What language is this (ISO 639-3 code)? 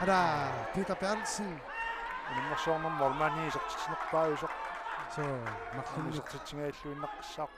kal